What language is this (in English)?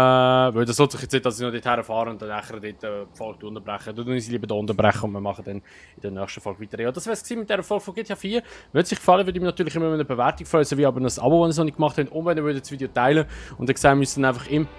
Swiss German